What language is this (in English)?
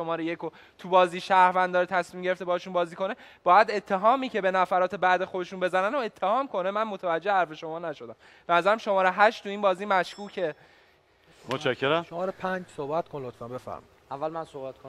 Persian